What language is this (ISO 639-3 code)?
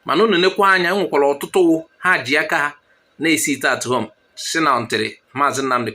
ibo